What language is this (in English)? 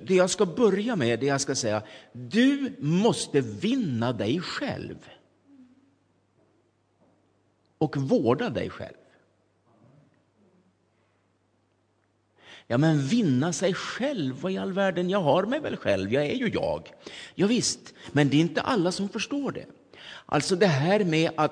Swedish